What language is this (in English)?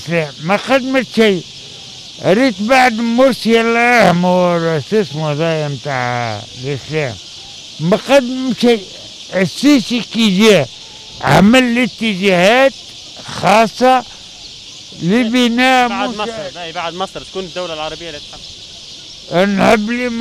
Tunisian Arabic